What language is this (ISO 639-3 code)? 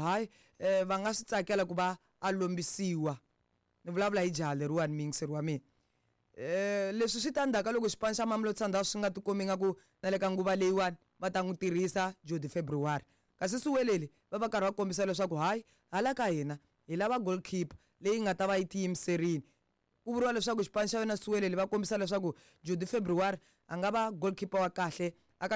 tso